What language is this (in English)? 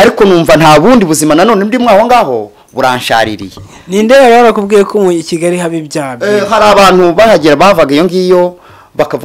Kinyarwanda